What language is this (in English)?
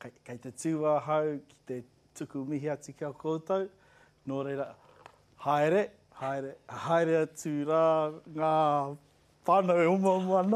Māori